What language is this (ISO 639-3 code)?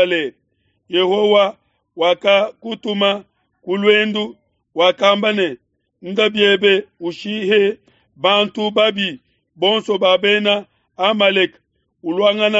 lua